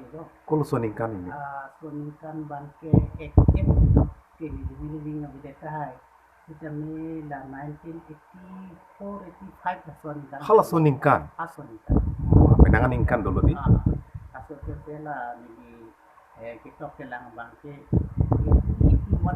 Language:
Karbi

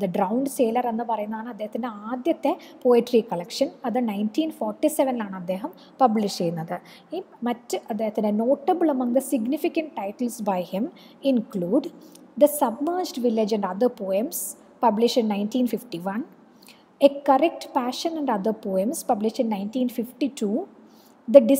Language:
Malayalam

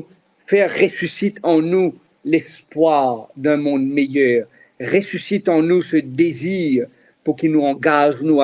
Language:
Morisyen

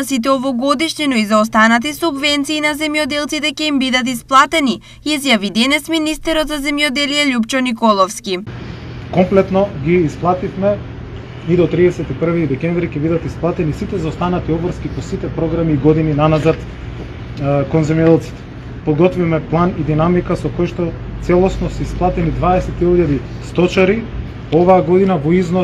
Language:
Macedonian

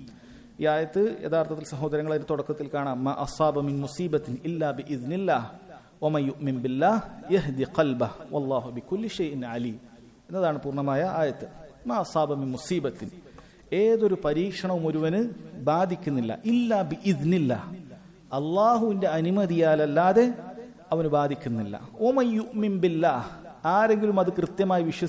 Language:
Malayalam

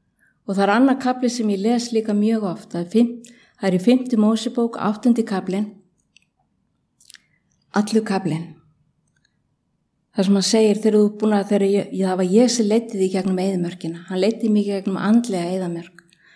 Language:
Icelandic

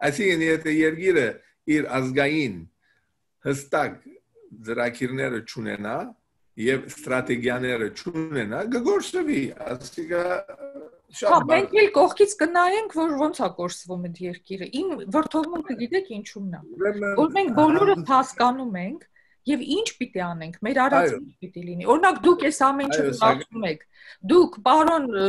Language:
Armenian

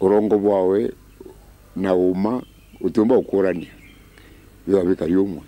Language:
Meru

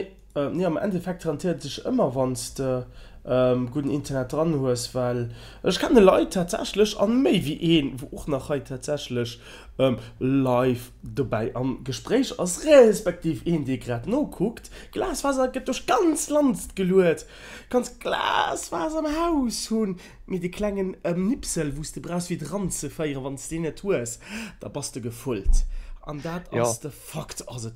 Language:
Luxembourgish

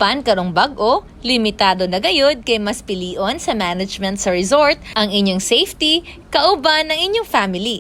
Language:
Cebuano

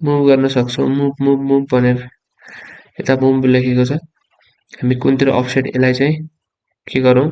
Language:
Nepali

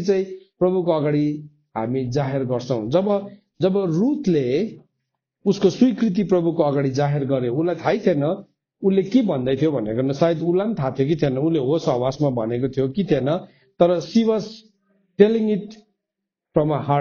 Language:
Nepali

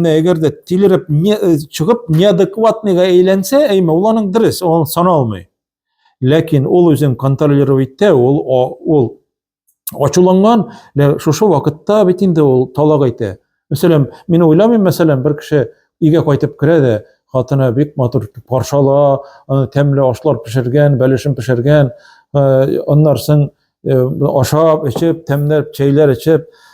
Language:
Tatar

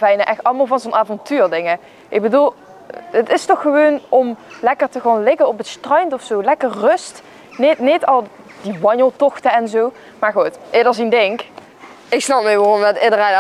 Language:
Limburgish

